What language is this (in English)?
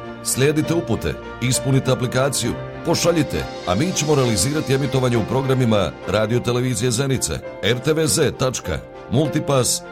Bosnian